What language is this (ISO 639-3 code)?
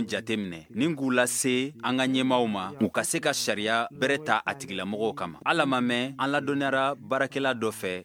bam